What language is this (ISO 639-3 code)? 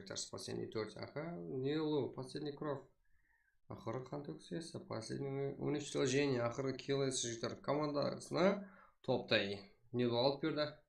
kaa